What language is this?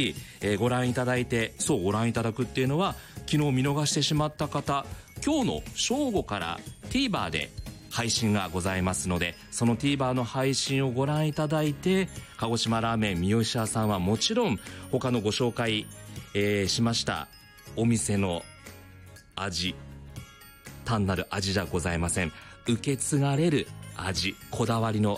Japanese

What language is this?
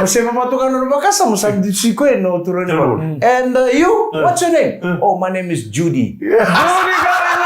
Fijian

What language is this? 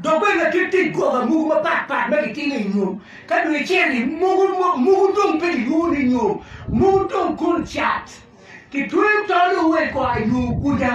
Acoli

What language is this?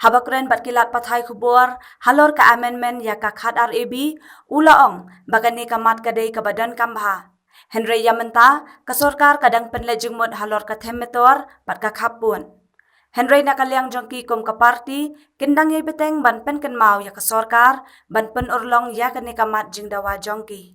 Khasi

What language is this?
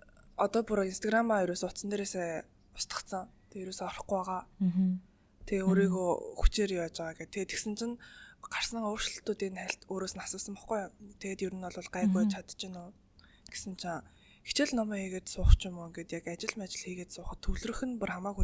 Mongolian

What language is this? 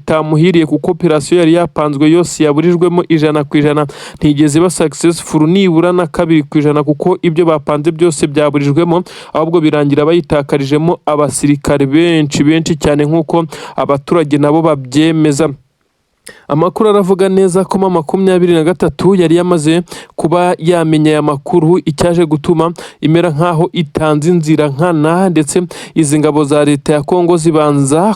Kinyarwanda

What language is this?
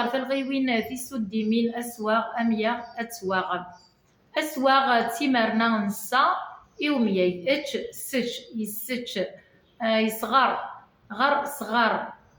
Kabyle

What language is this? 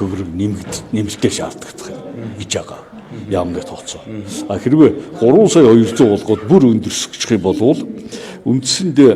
Mongolian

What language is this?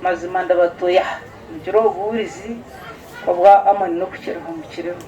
Nyankole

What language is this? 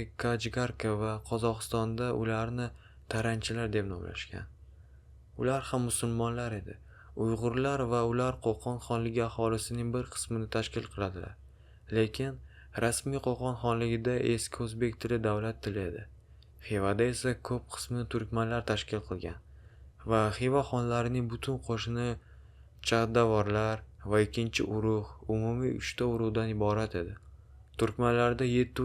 Uzbek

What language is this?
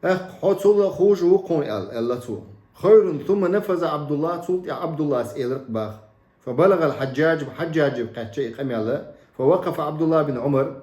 Chechen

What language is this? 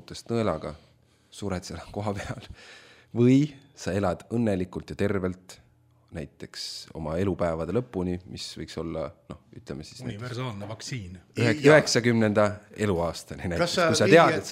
Estonian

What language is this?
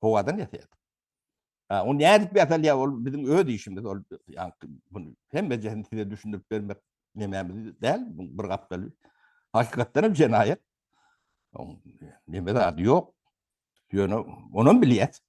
Turkmen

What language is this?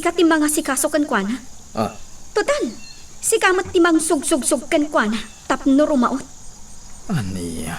Iloko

